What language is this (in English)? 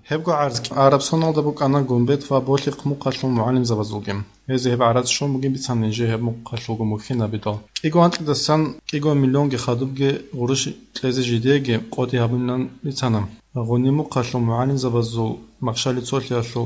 Avaric